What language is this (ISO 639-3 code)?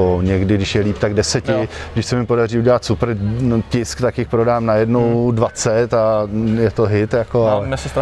ces